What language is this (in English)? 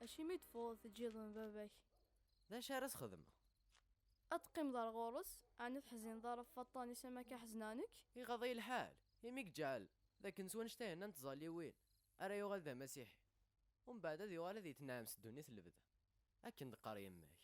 Kabyle